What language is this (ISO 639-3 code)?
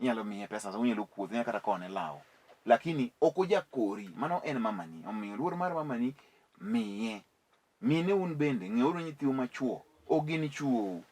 luo